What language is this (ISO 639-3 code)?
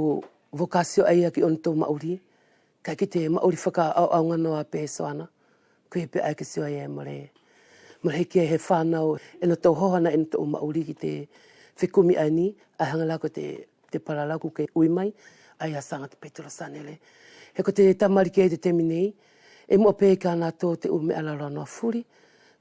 wls